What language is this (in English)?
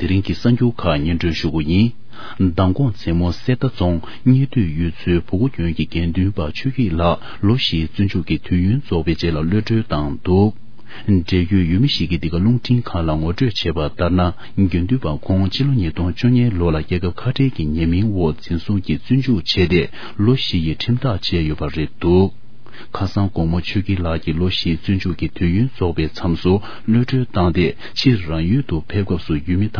Tibetan